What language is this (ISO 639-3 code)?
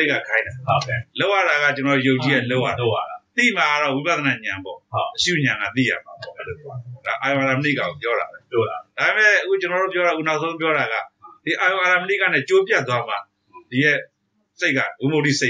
mya